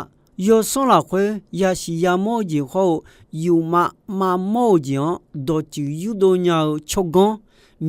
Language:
Akha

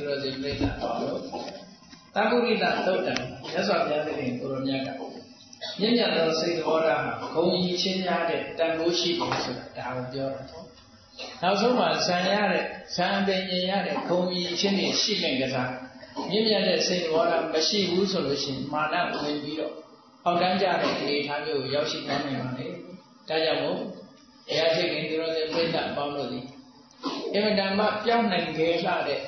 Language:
Burmese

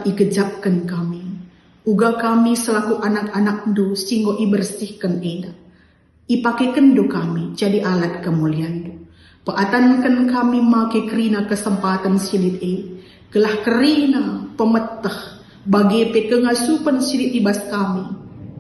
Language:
Batak Karo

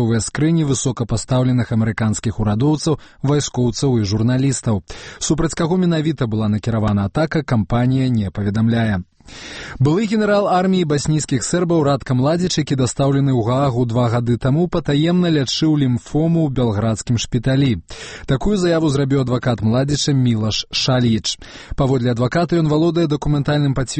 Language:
Belarusian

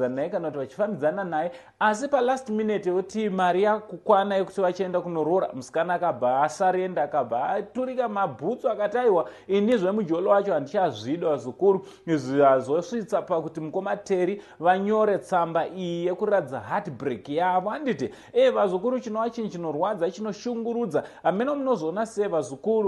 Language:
Shona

